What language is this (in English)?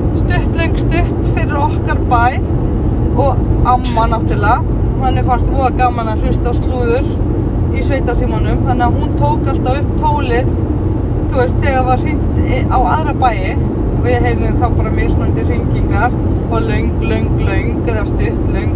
Icelandic